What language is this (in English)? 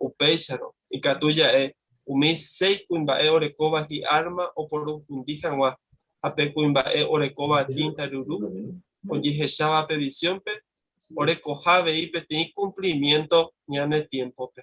Guarani